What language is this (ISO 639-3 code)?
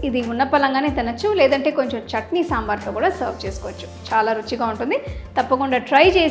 tel